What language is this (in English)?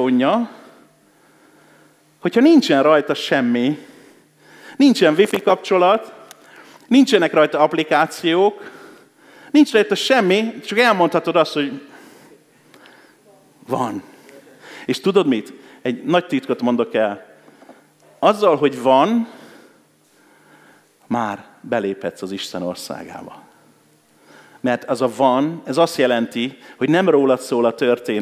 Hungarian